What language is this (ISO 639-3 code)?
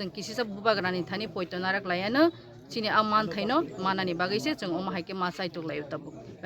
trp